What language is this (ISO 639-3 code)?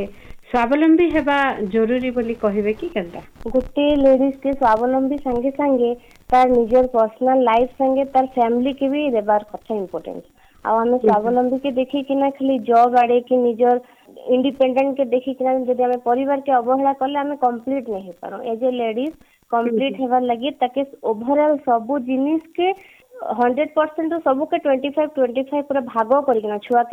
ori